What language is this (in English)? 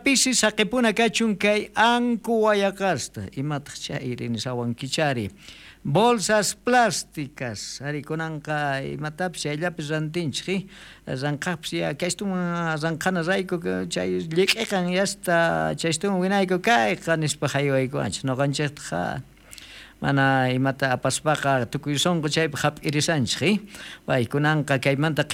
South Bolivian Quechua